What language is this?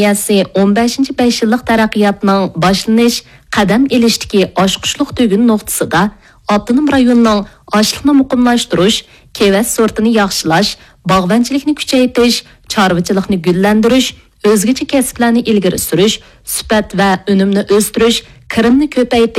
Uyghur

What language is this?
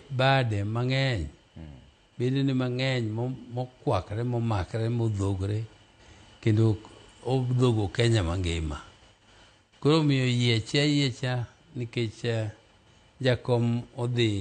Luo (Kenya and Tanzania)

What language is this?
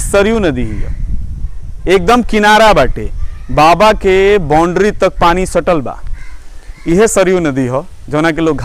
Bhojpuri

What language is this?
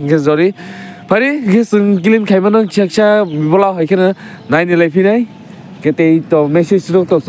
Kok Borok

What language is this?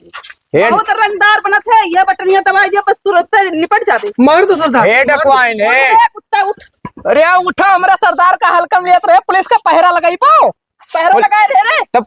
Awadhi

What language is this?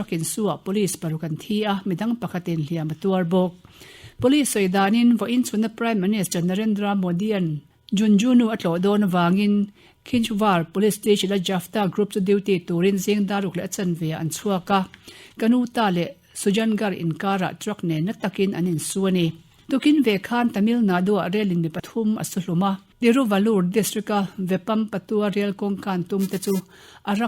Mizo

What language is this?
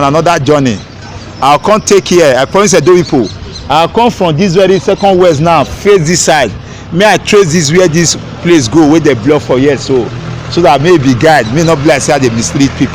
Nigerian Pidgin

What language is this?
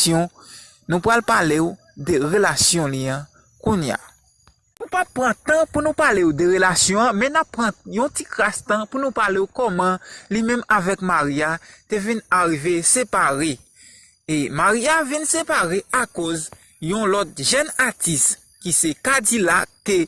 Haitian Creole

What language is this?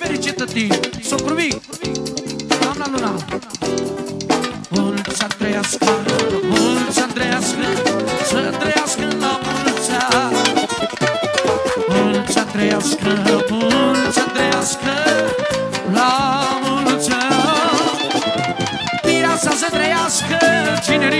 Romanian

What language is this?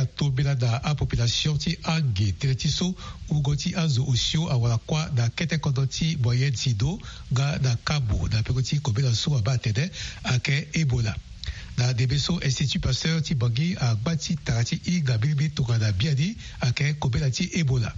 Sango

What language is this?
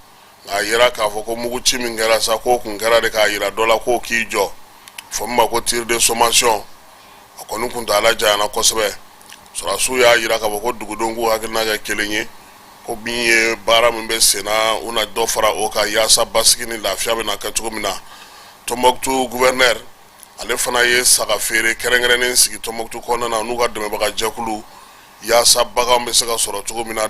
Bambara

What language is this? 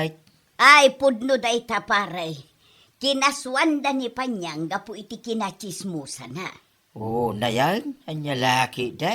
Iloko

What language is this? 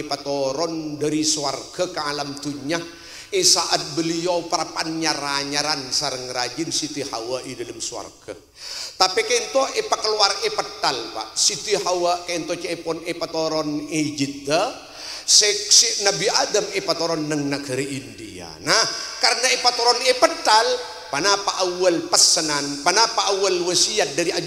Madurese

